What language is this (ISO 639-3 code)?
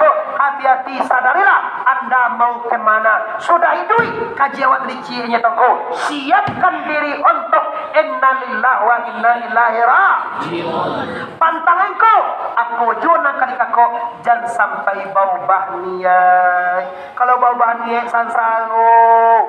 min